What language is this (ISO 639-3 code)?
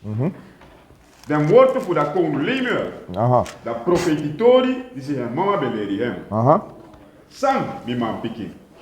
srn